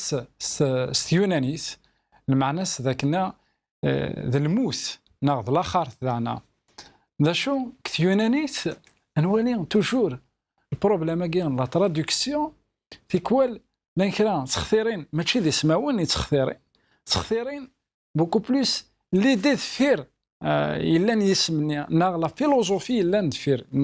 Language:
Kabyle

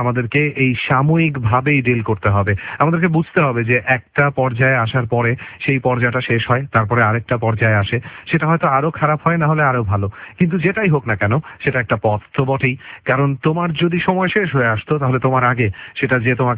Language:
Bangla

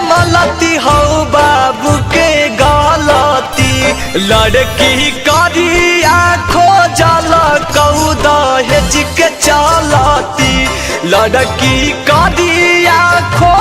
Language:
Magahi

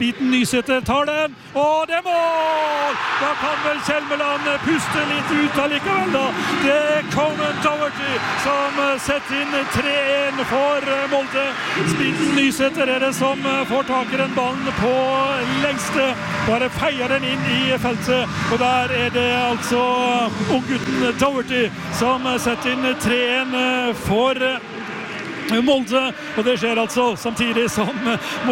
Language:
Norwegian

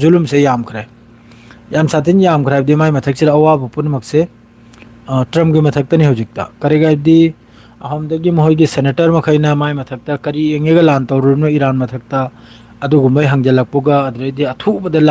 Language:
Manipuri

